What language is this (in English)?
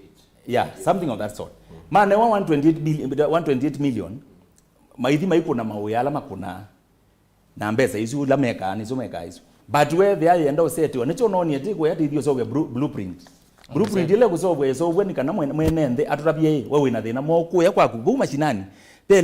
Kamba